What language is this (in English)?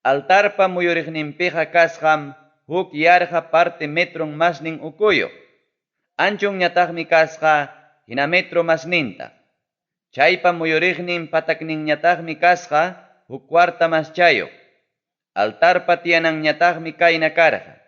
Ayacucho Quechua